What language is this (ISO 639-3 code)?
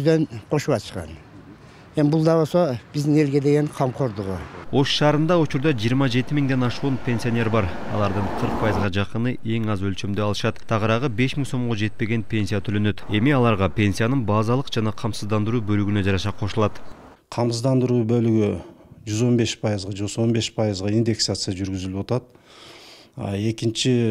kir